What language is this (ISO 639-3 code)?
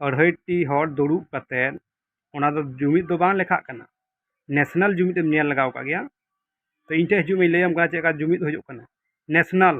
sat